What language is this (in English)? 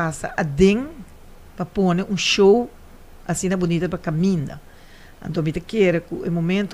Papiamento